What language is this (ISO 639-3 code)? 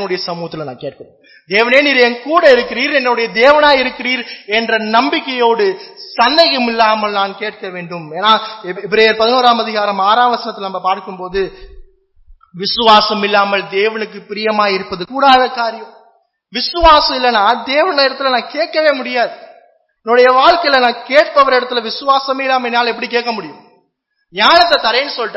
tam